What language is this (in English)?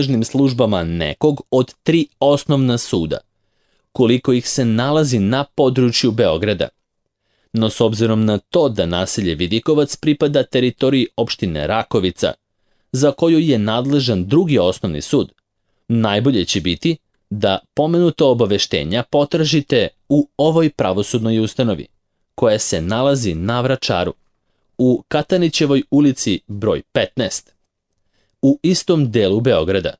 Serbian